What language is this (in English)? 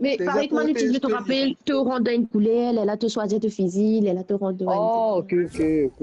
Morisyen